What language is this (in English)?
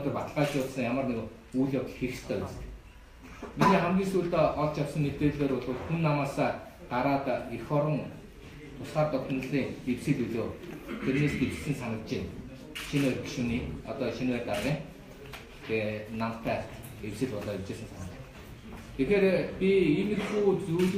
Mongolian